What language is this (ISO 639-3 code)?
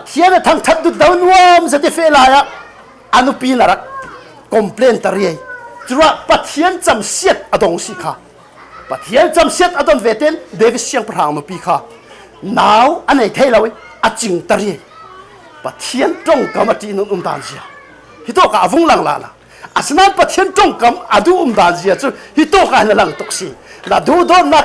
cfm